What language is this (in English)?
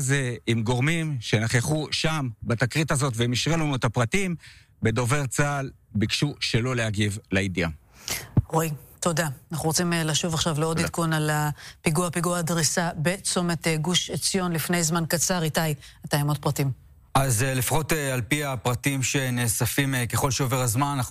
Hebrew